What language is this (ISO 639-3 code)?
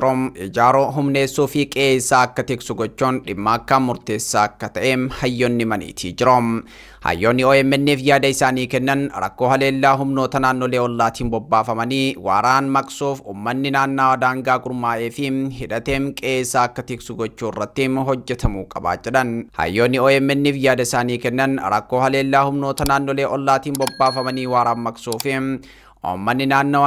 orm